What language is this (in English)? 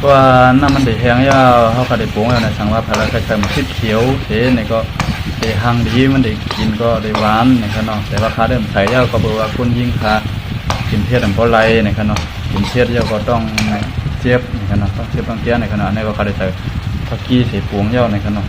Shan